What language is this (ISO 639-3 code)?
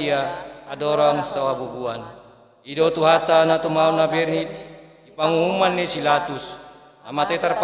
bbc